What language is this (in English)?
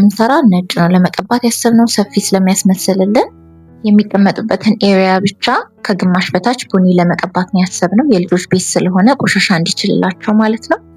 Amharic